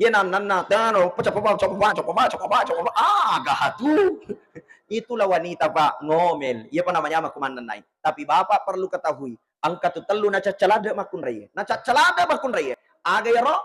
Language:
Buginese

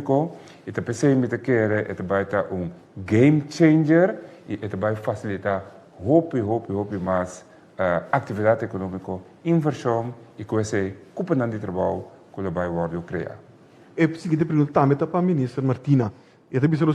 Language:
Papiamento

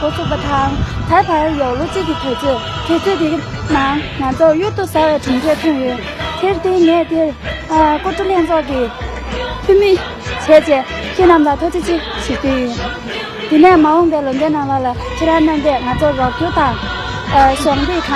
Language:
Tibetan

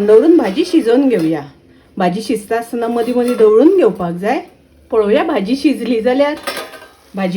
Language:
Konkani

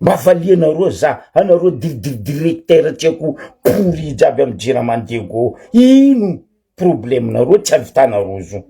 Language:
Malagasy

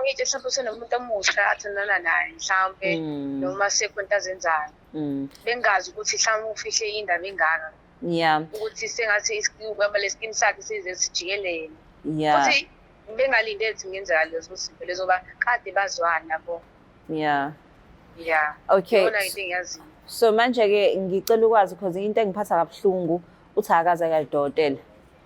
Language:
Zulu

